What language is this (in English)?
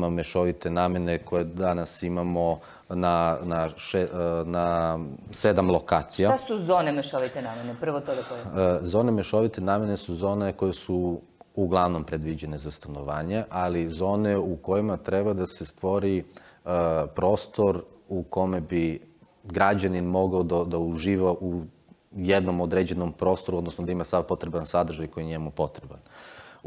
Serbian